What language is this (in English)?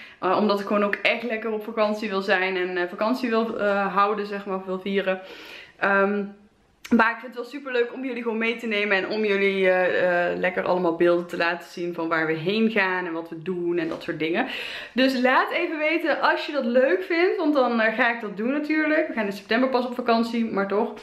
Dutch